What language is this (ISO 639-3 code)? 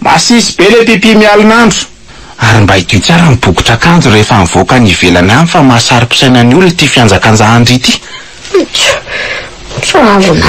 mlg